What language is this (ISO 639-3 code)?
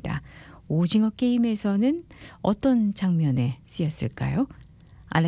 kor